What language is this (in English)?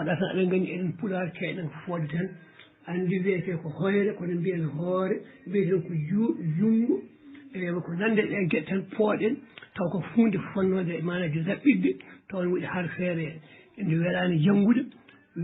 Fula